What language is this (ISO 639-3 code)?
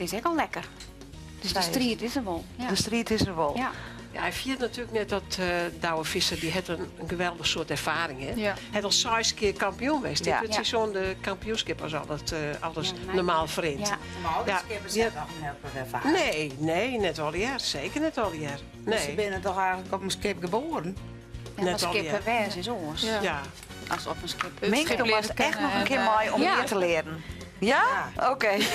fry